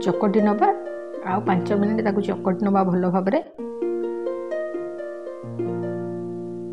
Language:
Odia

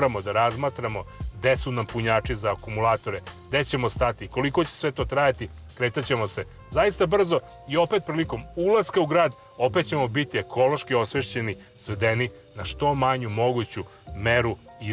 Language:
Serbian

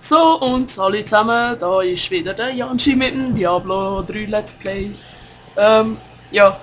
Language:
Swiss German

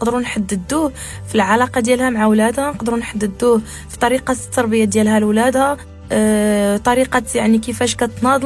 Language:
Moroccan Arabic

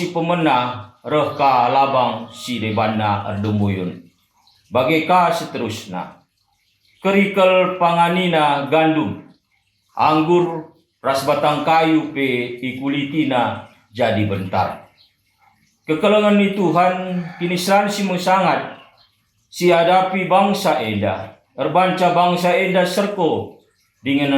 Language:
Batak Karo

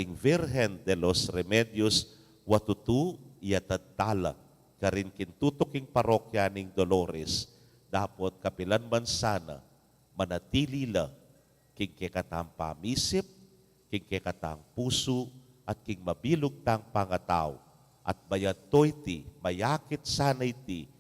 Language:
Pampanga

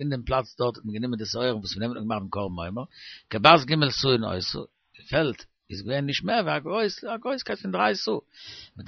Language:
Yiddish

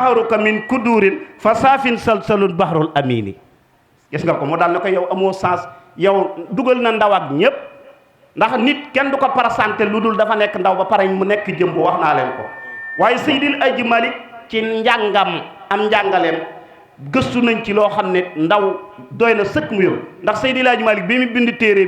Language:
Wolof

